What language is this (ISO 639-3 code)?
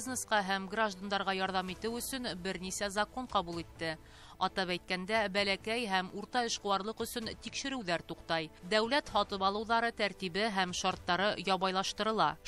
bak